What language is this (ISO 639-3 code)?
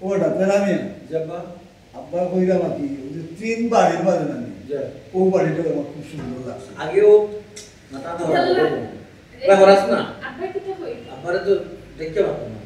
syl